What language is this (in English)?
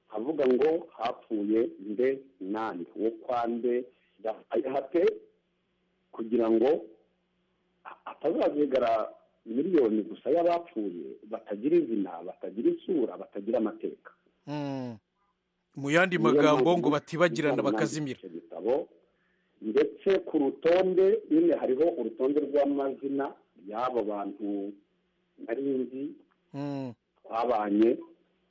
Kinyarwanda